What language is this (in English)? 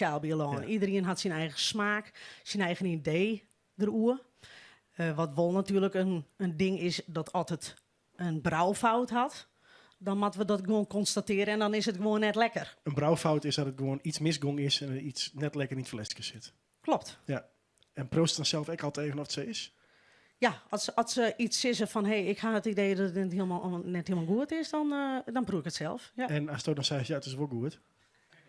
Western Frisian